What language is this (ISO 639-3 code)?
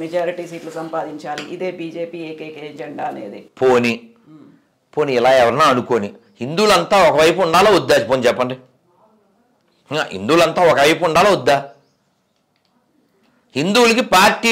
tel